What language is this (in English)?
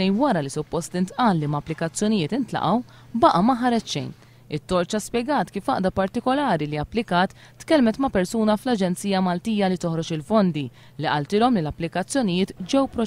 Maltese